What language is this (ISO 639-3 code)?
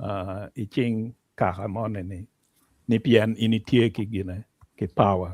ach